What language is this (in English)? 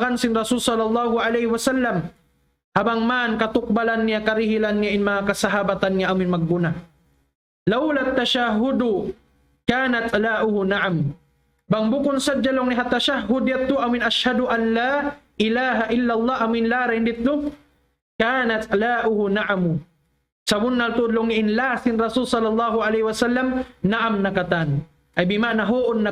Tausug